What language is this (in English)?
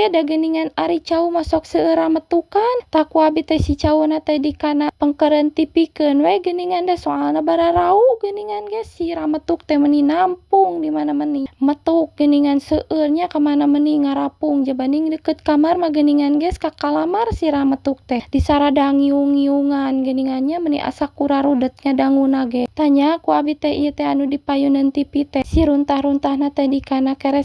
Sundanese